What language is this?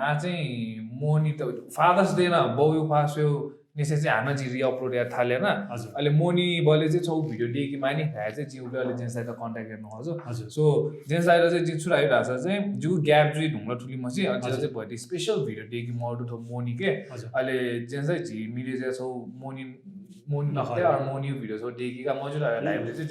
Newari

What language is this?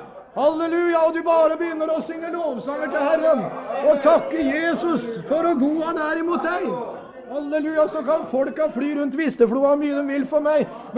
Norwegian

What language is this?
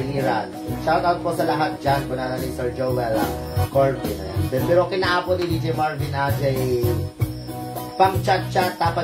Filipino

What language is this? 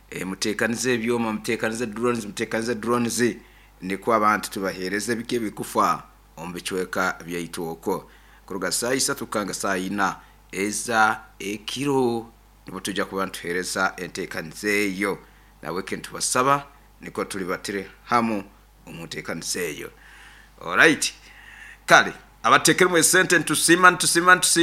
Nyoro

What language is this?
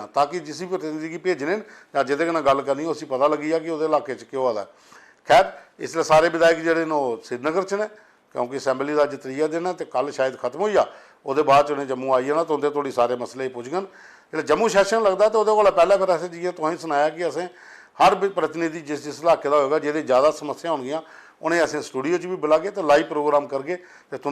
Dogri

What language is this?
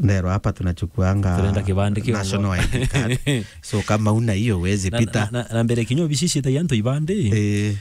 Meru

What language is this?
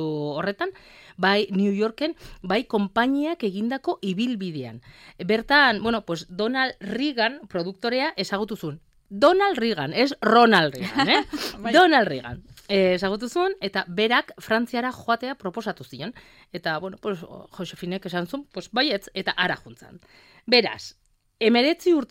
Basque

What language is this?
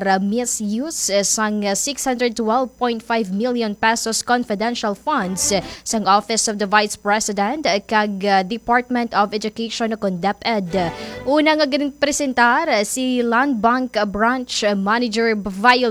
Hiligaynon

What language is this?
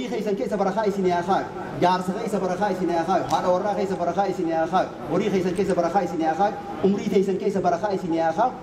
Oromo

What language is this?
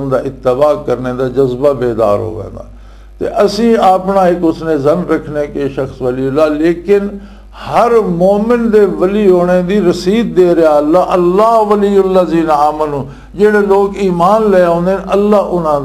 Western Panjabi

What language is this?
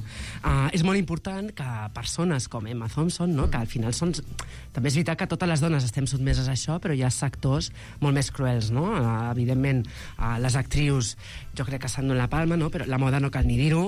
Catalan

